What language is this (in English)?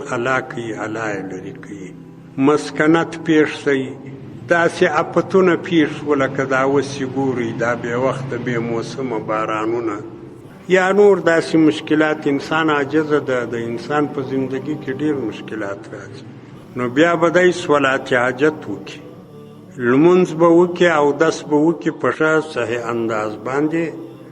Pashto